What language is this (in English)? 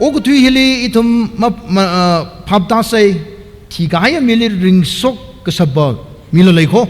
Tangkhul Naga (India)